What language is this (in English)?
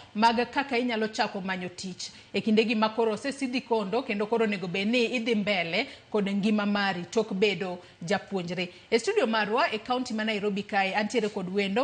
Luo (Kenya and Tanzania)